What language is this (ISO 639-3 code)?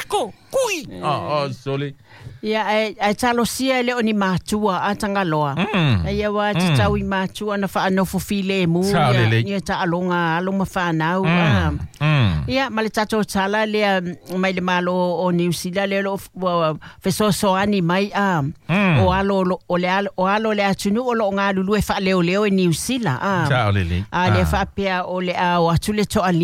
smo